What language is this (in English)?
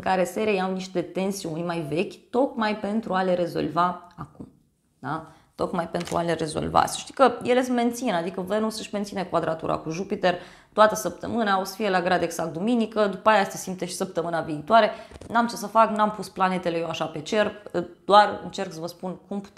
Romanian